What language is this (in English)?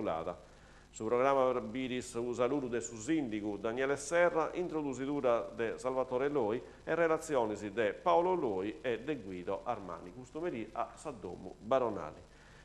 Sardinian